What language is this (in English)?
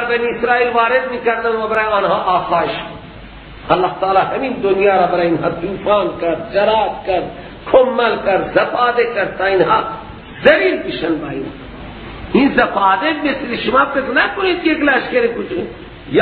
Persian